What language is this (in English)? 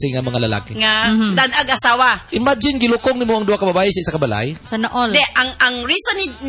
Cebuano